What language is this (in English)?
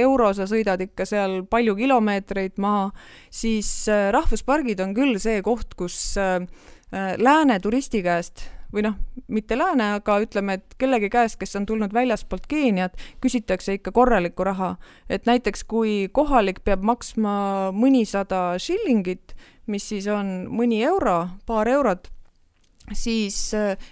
Estonian